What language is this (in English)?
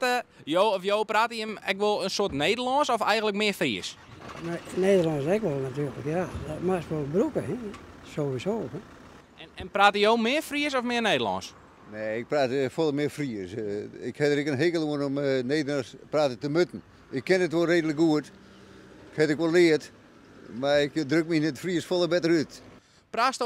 Western Frisian